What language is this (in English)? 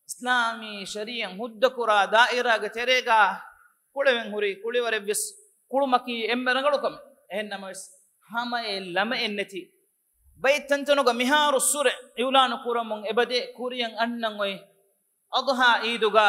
Divehi